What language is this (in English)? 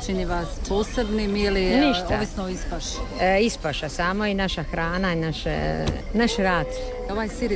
Croatian